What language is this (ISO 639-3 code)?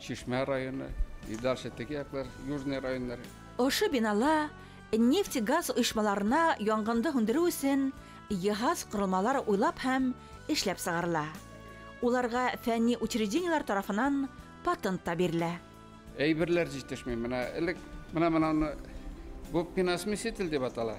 bak